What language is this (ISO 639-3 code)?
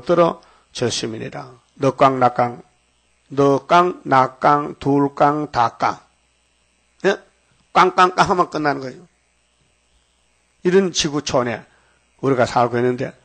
kor